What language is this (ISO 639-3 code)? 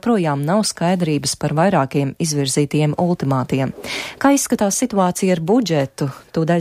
lav